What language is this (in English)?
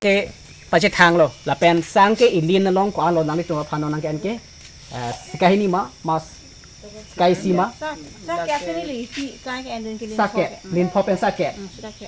Karbi